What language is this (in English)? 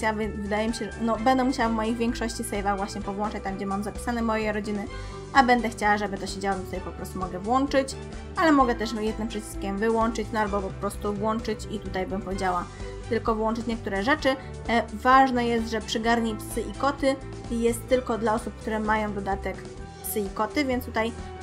Polish